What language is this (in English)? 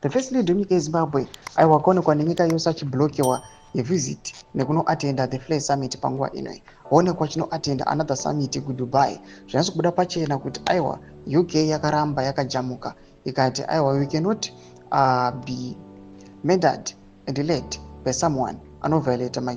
Shona